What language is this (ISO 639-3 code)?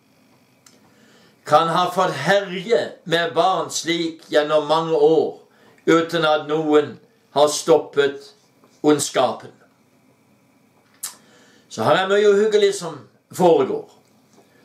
nor